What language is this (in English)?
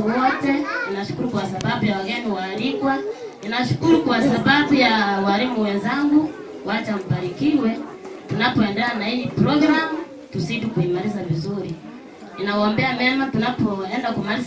Swahili